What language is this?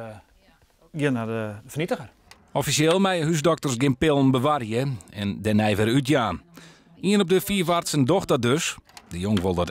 Western Frisian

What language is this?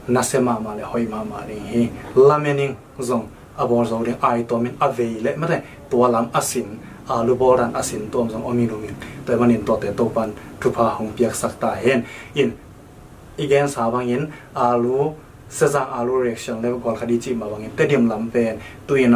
Tedim Chin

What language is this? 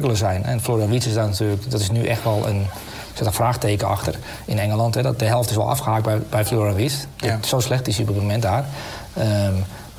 Dutch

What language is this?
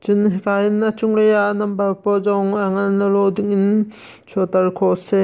Hakha Chin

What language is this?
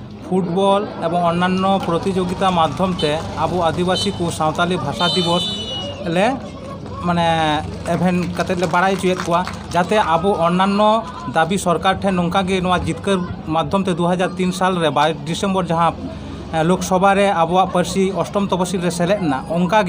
Santali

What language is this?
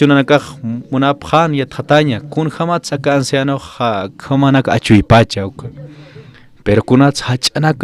Aymara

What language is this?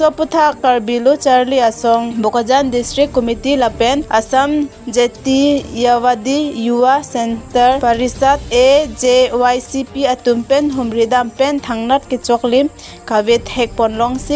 Karbi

